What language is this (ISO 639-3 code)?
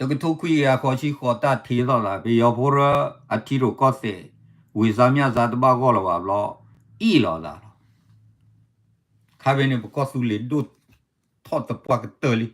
ksw